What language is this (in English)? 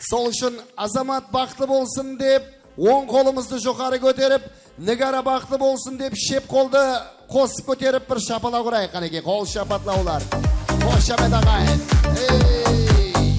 Kara-Kalpak